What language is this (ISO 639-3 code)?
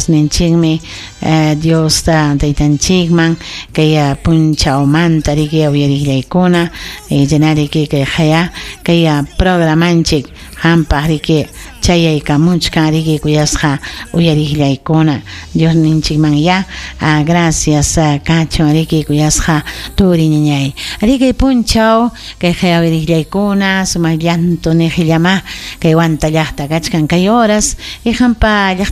quy